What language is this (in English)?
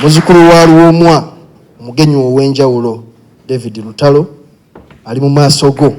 Ganda